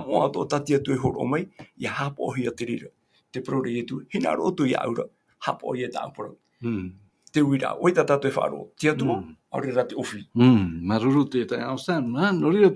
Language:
Tahitian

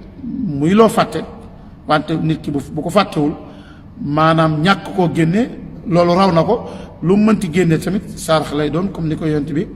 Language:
Wolof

